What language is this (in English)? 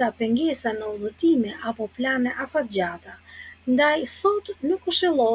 Albanian